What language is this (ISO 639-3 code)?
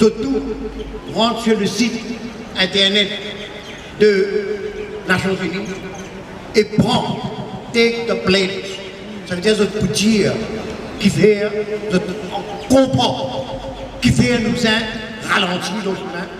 mfe